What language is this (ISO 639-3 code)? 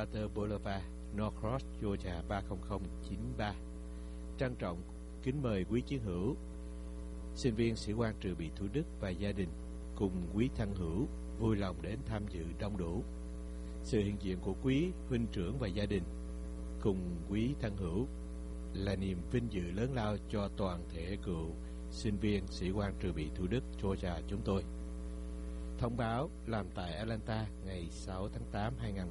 vie